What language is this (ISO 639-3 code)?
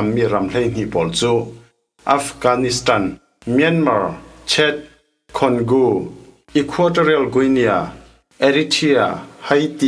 cfm